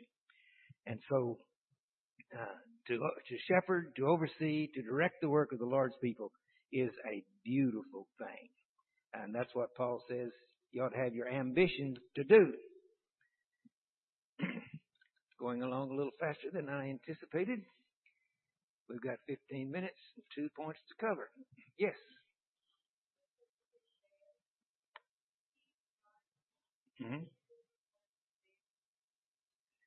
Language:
English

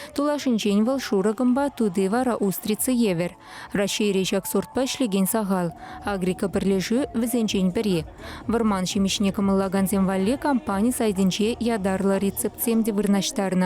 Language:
Chuvash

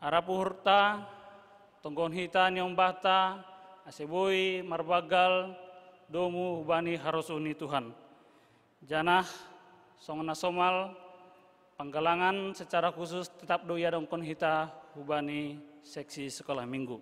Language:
Batak Simalungun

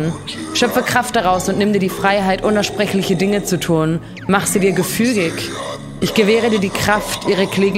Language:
German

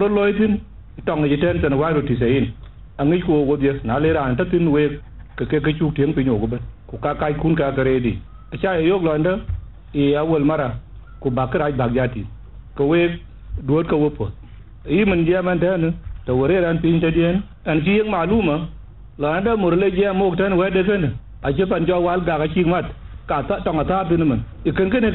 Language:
Dinka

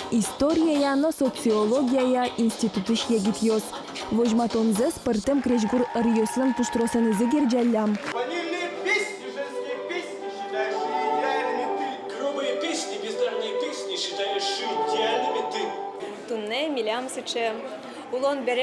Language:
Udmurt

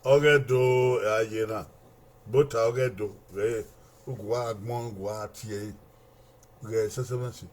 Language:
Bini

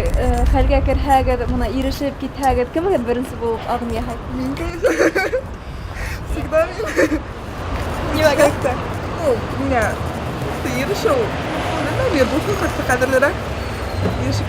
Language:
Bashkir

